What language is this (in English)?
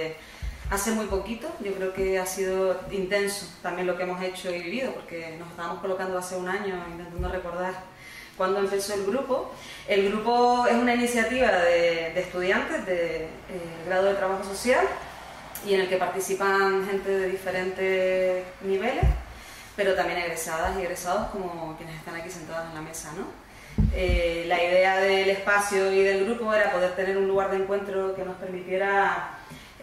Spanish